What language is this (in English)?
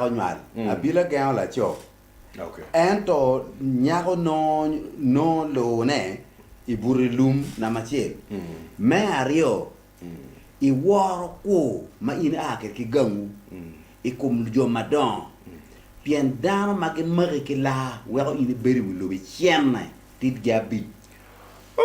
Acoli